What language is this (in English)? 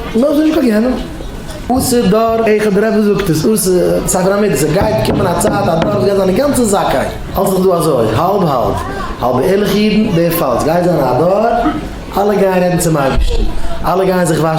Yiddish